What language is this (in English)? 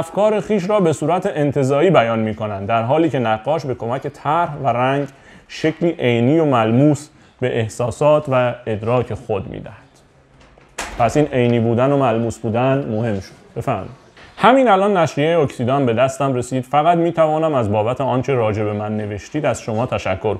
Persian